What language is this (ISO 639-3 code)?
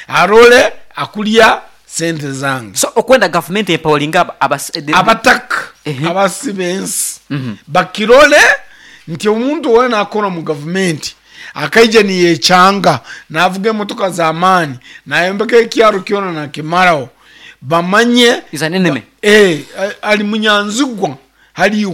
nyn